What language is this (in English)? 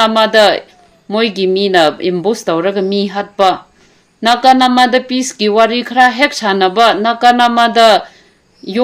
Manipuri